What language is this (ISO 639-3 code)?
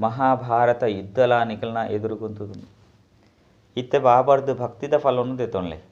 tcy